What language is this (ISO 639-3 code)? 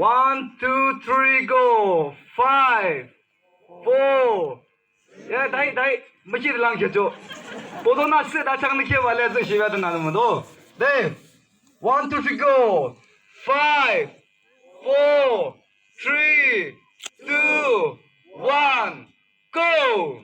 yim